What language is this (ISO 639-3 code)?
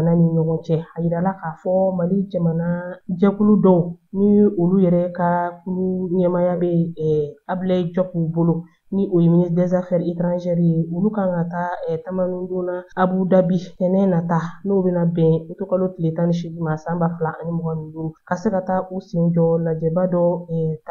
bam